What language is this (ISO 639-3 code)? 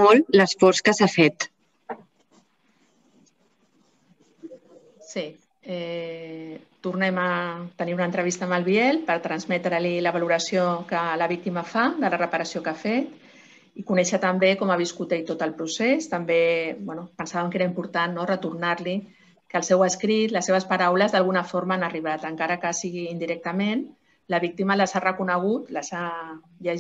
cat